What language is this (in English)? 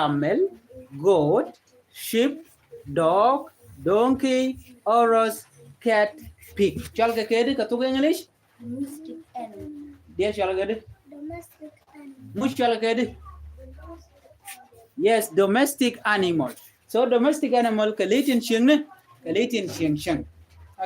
Nuer